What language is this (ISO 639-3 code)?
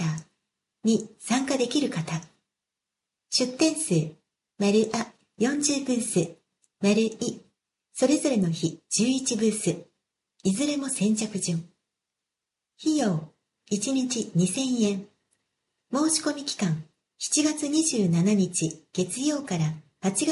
jpn